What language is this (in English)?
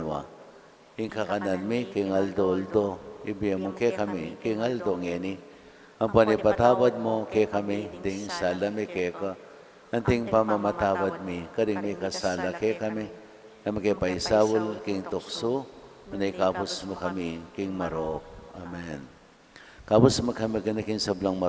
Pampanga